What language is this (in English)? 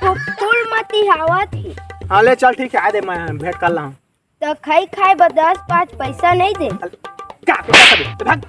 Chhattisgarhi